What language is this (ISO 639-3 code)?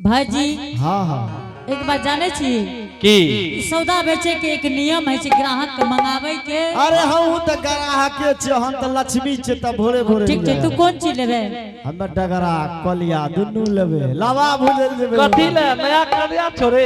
anp